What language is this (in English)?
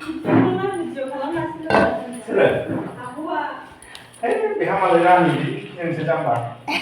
Bodo